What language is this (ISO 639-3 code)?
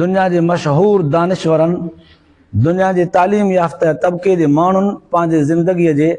snd